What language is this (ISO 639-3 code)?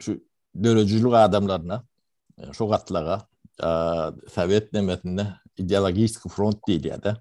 tuk